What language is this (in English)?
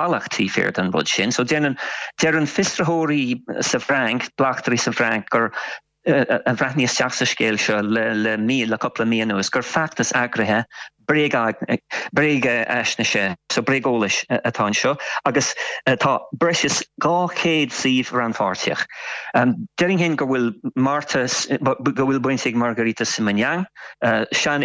Irish